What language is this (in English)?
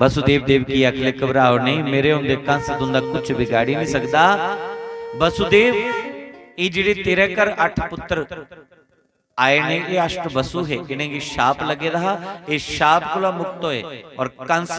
Dogri